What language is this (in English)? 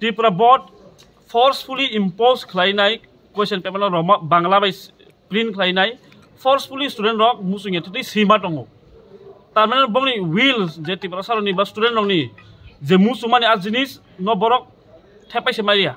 Kok Borok